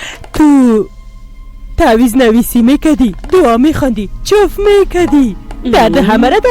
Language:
Persian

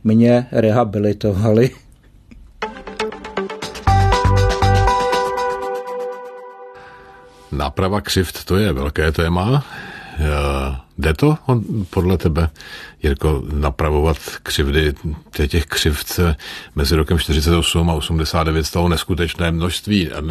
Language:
Czech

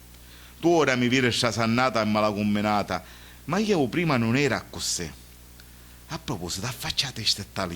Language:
Sicilian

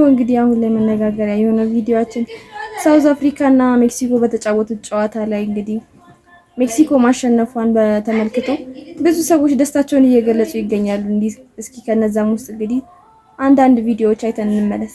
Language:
Amharic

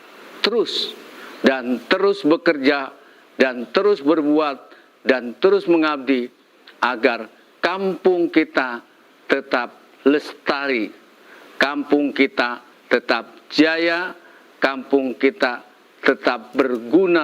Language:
Betawi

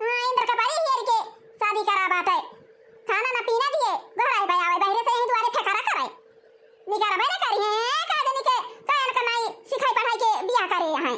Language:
Awadhi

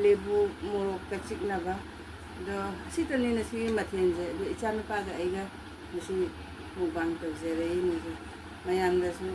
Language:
Manipuri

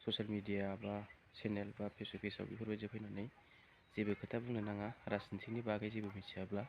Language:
Bodo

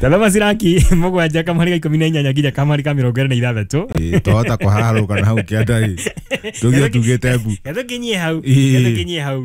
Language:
Kikuyu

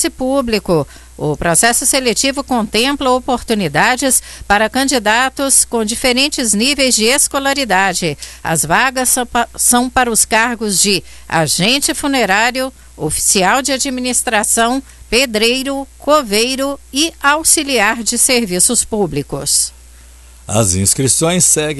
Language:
Portuguese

